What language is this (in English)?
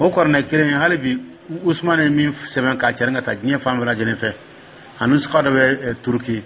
Dyula